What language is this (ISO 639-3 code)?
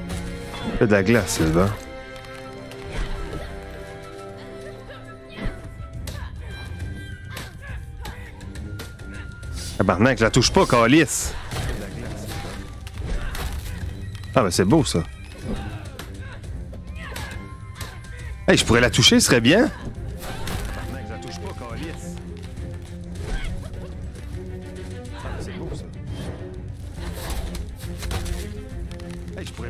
fra